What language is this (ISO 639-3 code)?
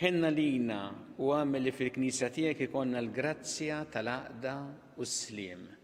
mlt